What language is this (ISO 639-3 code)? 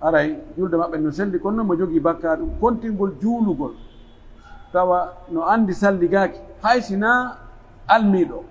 fuf